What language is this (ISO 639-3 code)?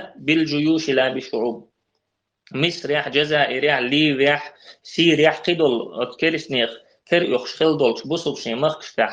che